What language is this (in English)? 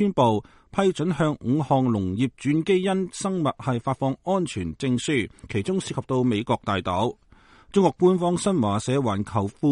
Cantonese